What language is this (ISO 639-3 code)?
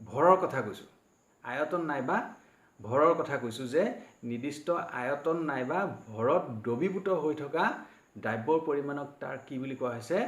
asm